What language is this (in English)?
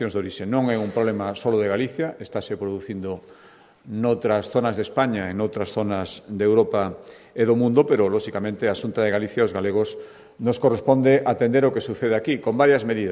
Galician